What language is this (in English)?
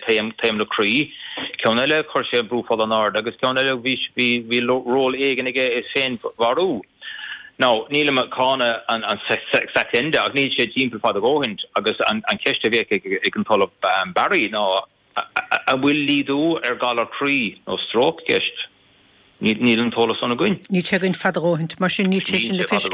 Irish